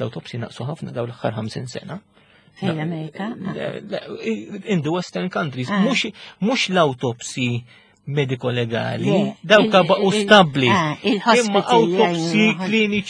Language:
Maltese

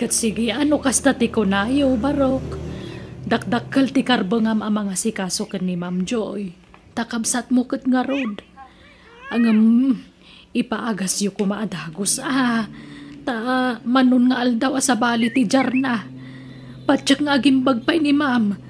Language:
Iloko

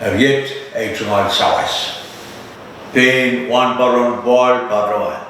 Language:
Pohnpeian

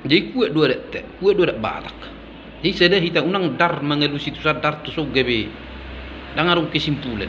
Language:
Batak Toba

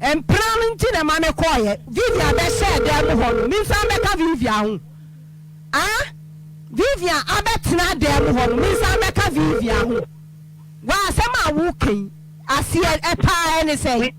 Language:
Akan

